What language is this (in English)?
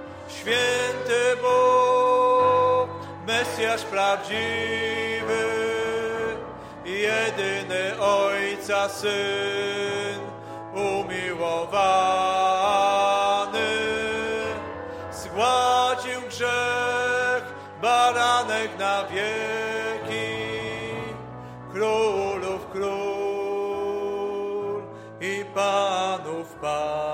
Polish